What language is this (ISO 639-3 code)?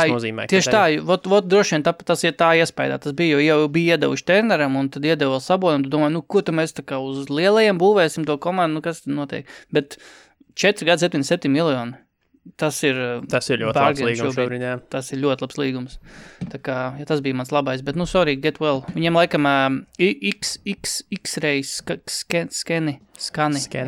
lav